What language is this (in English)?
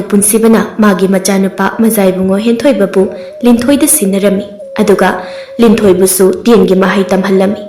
Manipuri